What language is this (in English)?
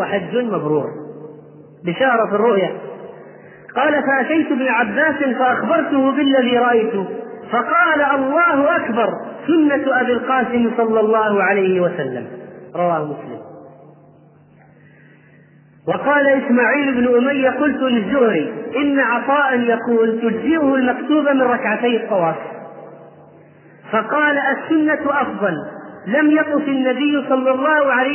Arabic